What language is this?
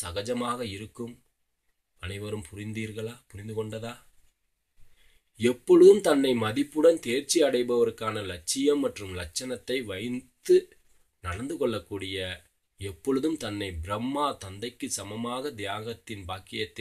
Tamil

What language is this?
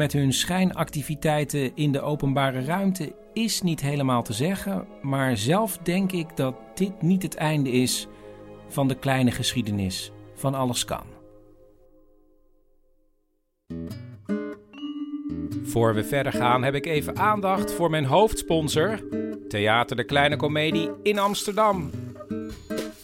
Dutch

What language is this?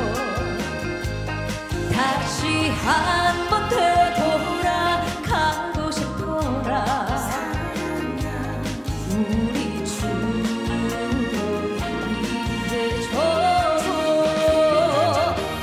Korean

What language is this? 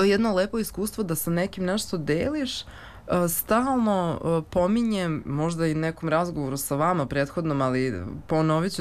Serbian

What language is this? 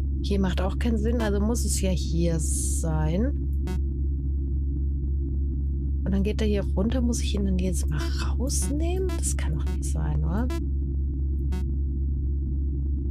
German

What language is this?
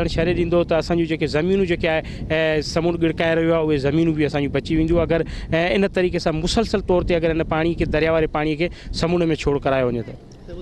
Sindhi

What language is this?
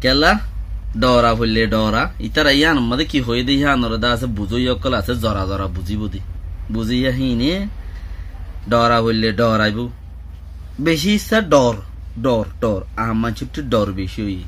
Rohingya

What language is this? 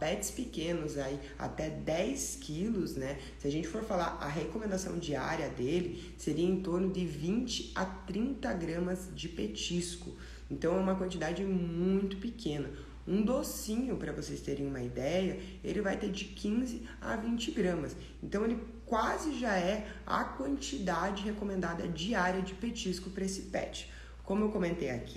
Portuguese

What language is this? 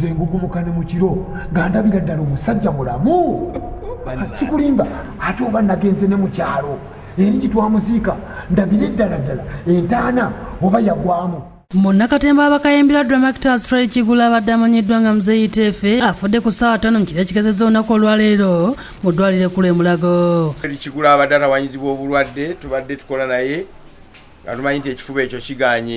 Ganda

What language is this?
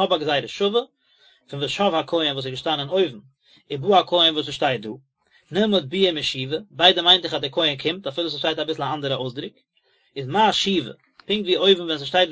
Yiddish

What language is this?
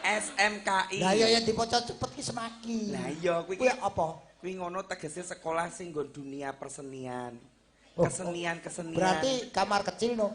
Javanese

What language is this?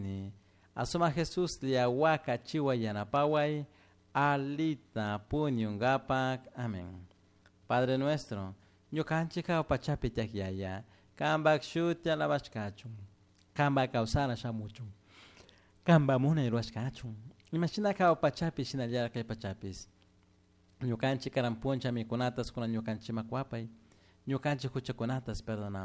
Chimborazo Highland Quichua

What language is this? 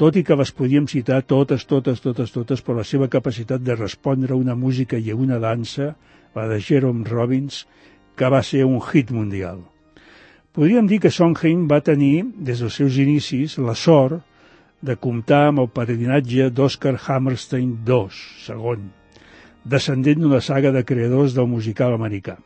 Catalan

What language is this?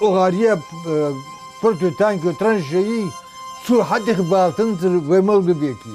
Ingush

